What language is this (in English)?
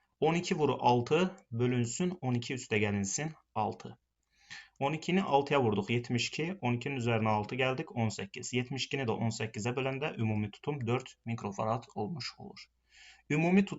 Azerbaijani